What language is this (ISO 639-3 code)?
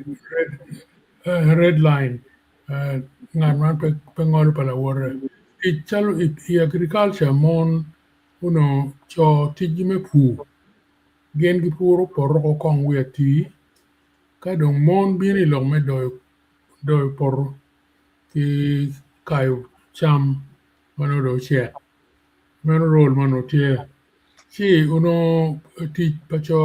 ach